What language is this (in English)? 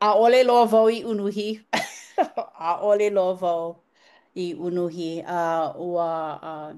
Hawaiian